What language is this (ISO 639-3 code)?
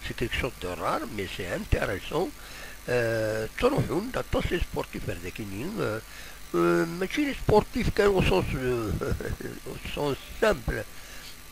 kab